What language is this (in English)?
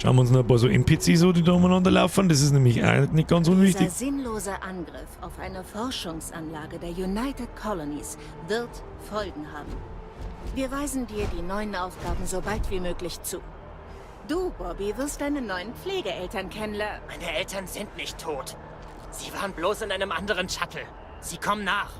Bavarian